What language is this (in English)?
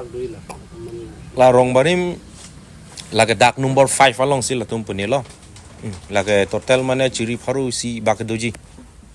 Karbi